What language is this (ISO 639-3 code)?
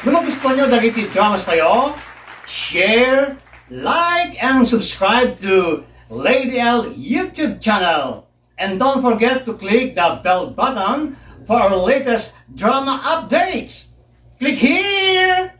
ilo